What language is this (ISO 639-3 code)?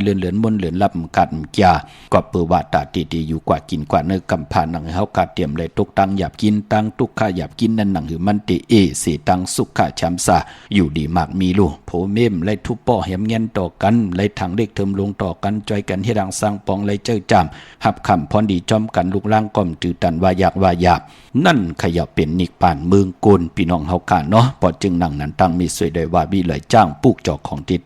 shn